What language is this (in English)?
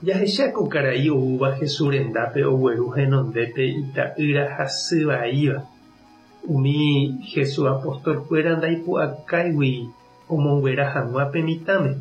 Guarani